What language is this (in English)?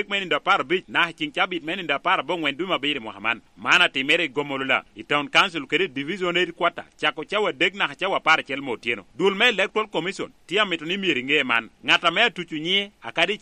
Lango (Uganda)